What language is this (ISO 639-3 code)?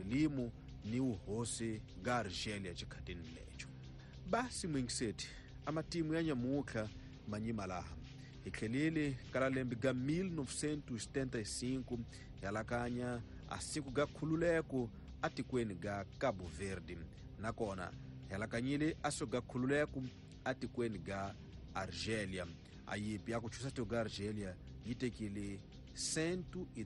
tso